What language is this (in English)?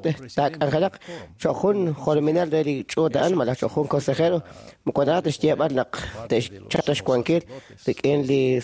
Kekchí